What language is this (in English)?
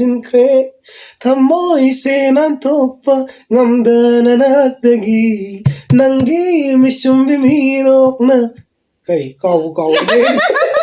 Manipuri